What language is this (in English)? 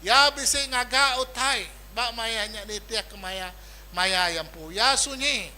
Iban